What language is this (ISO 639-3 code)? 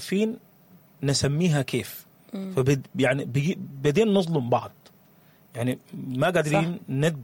apd